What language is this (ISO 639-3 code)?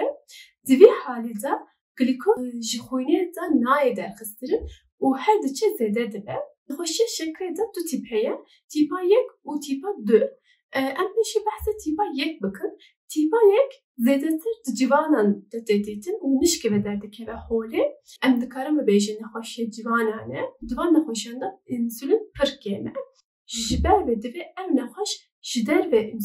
kur